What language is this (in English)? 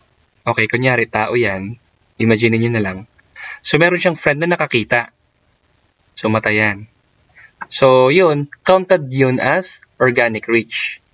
Filipino